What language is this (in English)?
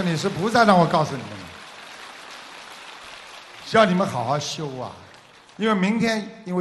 Chinese